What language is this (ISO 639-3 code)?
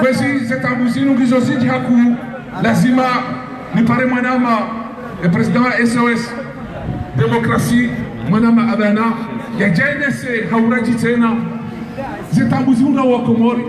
zdj